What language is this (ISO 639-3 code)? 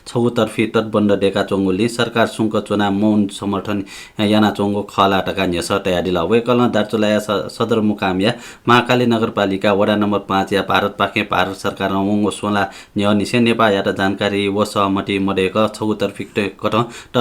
new